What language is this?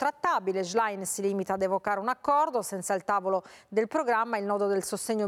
Italian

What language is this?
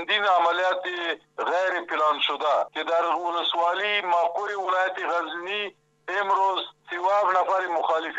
Persian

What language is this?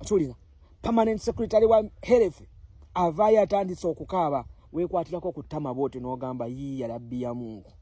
Ganda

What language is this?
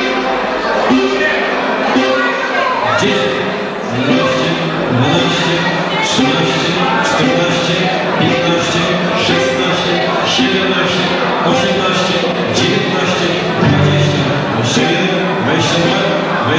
Polish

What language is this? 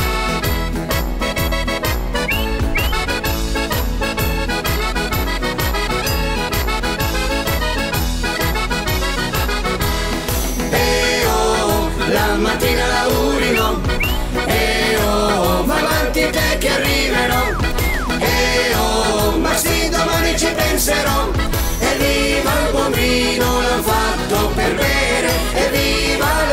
Italian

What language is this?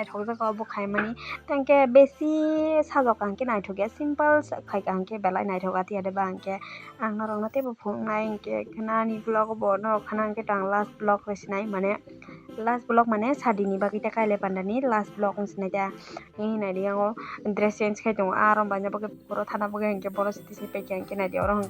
Kok Borok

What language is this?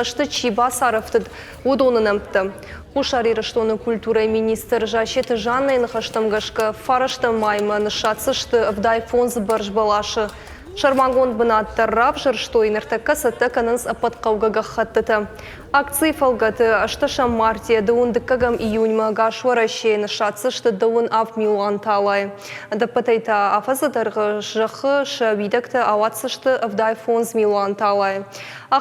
Ossetic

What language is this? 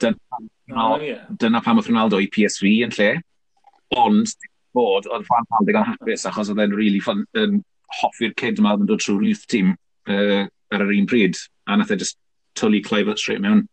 Welsh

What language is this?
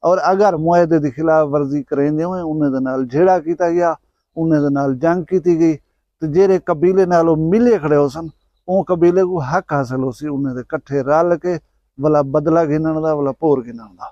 Saraiki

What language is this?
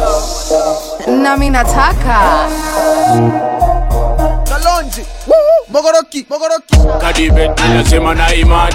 Swahili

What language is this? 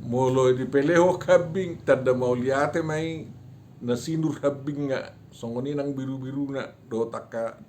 Batak Toba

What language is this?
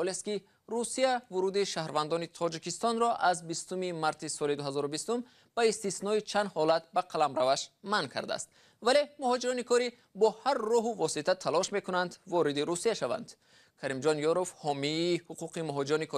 Tajik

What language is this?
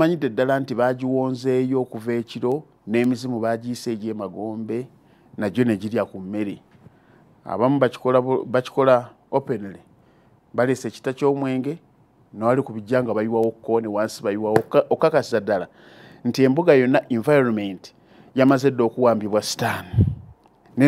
Ganda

